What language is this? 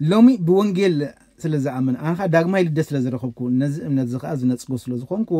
Tigrinya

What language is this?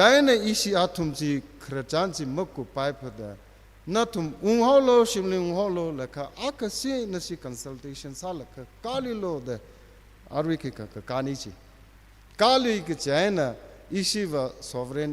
Tangkhul Naga (India)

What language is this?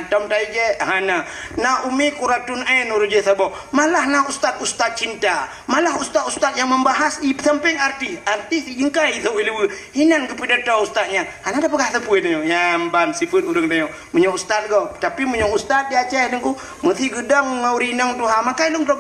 Achinese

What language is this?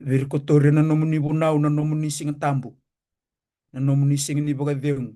Fijian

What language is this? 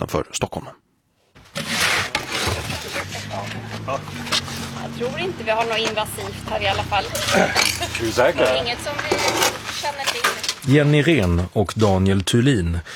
Swedish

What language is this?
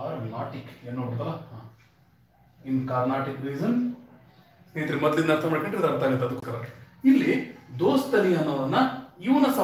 Kannada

